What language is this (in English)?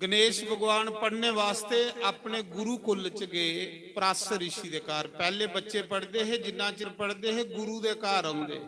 Dogri